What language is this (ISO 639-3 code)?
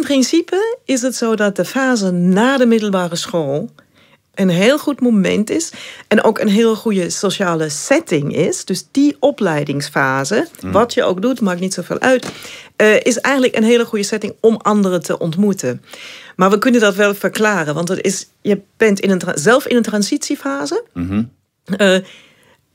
nld